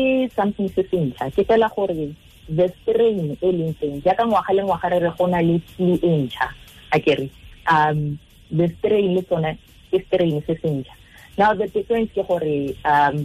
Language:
Tswana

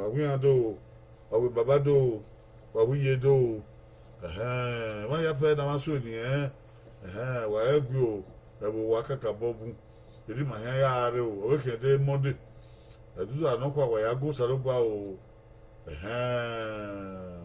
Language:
Bini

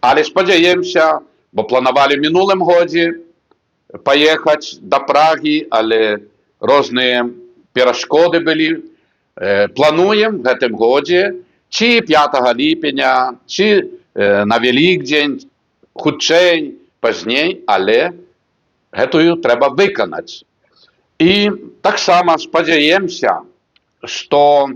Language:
Belarusian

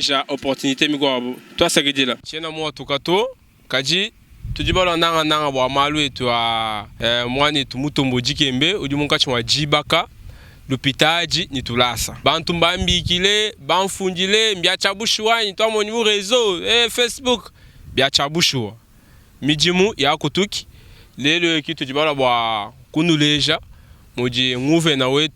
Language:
Luba-Lulua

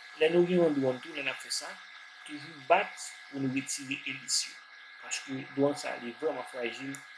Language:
Haitian Creole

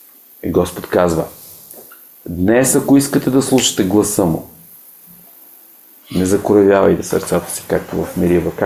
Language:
Bulgarian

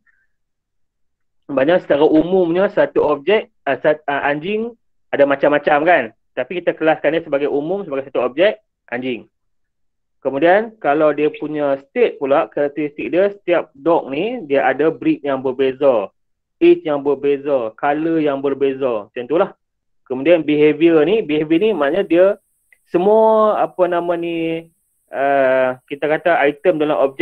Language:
Malay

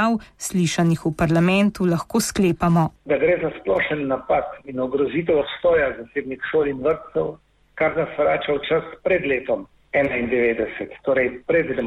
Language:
Slovenian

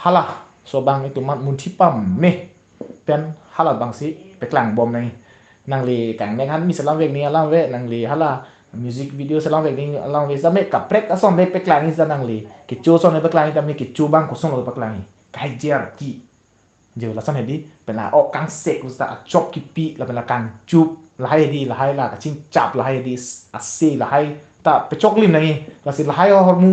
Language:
Karbi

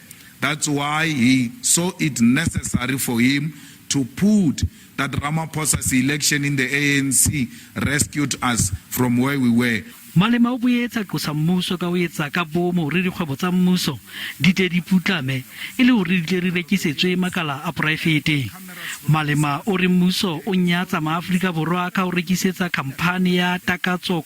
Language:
Southern Sotho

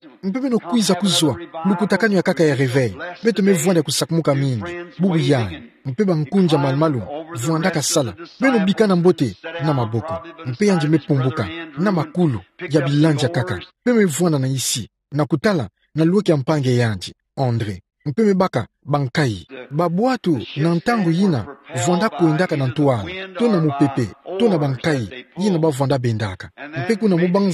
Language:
Kituba (Democratic Republic of Congo)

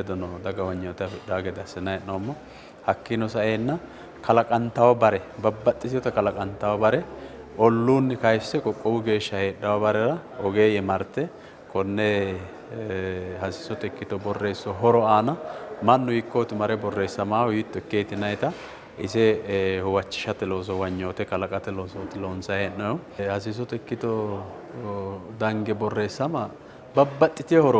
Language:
Sidamo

